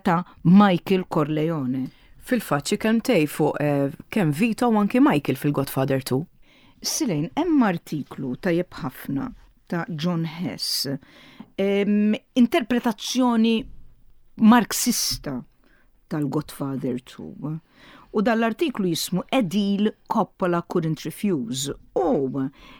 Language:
Maltese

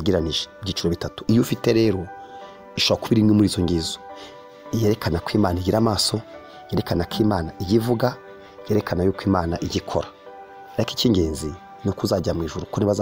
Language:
Kinyarwanda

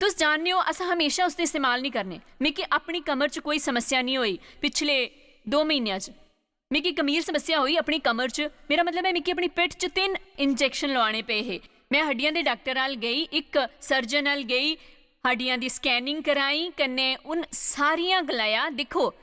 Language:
Dogri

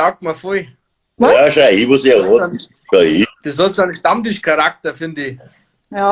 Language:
Bavarian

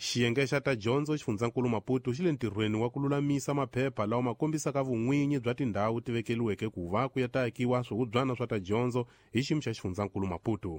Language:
Tsonga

